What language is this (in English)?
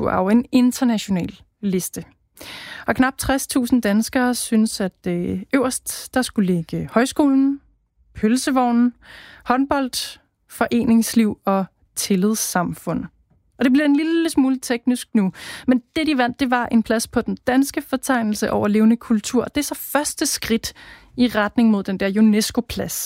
Danish